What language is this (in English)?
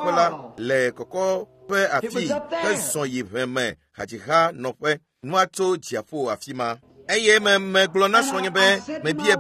Ewe